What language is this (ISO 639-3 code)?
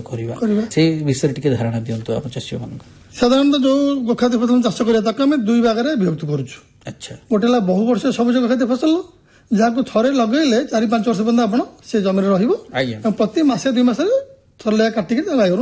ori